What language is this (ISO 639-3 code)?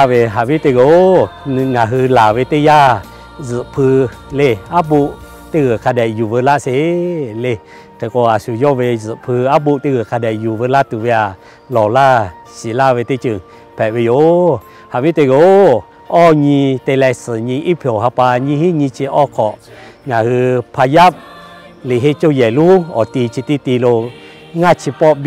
lhu